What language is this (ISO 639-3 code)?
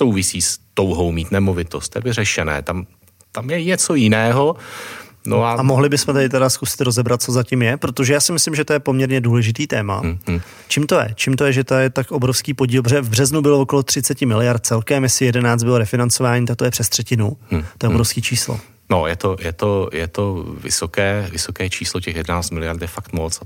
ces